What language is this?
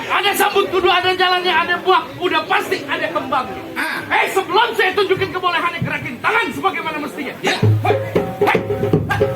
Betawi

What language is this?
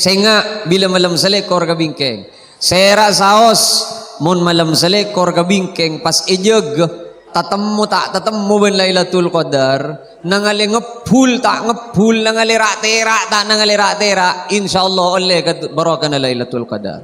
Madurese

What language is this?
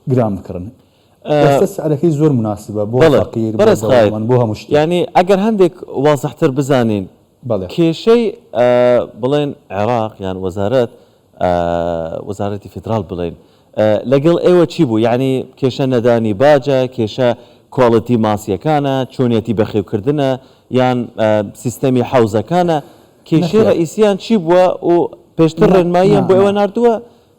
Central Kurdish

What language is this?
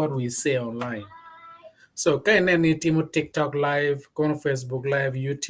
Acoli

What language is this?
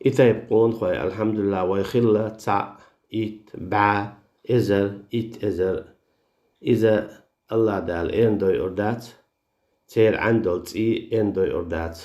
Chechen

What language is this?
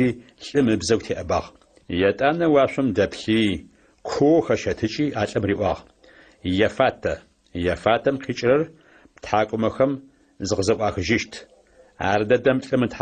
Adyghe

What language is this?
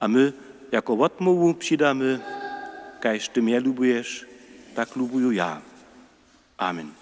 Upper Sorbian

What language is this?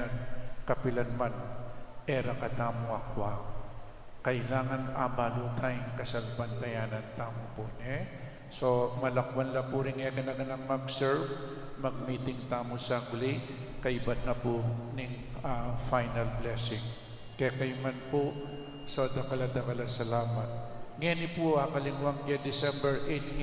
Pampanga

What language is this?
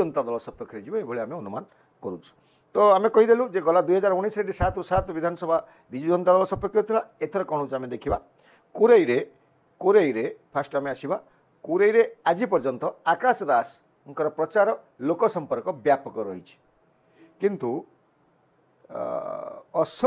Odia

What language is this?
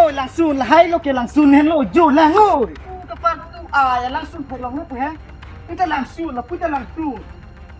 Karbi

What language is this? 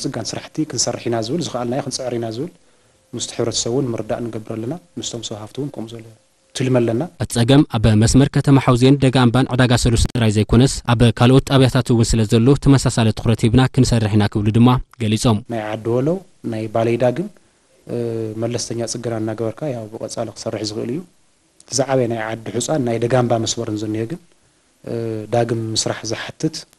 Tigrinya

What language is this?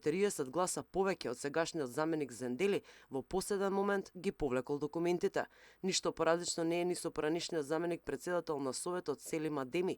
Macedonian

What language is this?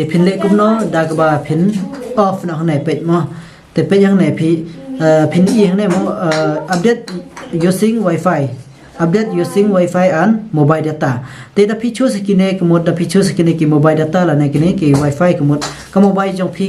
Khasi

